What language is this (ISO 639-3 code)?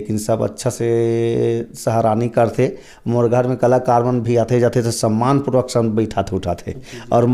hne